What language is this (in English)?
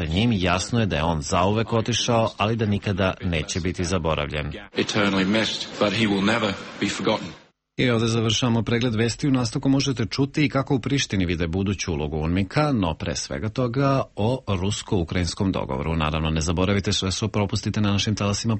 Serbian